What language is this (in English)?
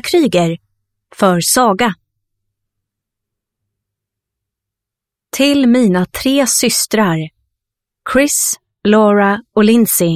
Swedish